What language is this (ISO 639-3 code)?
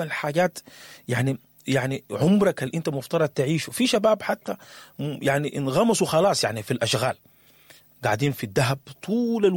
apd